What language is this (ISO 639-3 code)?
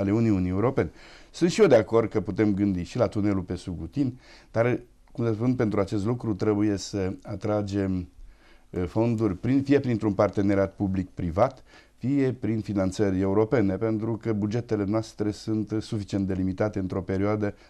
ron